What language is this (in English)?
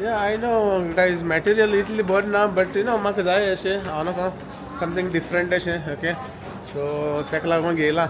Konkani